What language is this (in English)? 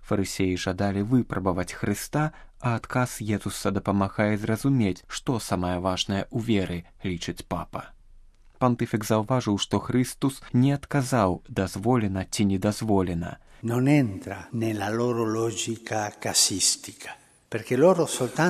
Belarusian